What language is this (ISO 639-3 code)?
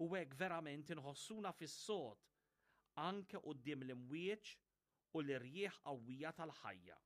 mlt